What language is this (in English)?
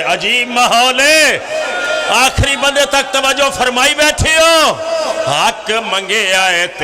Pahari-Potwari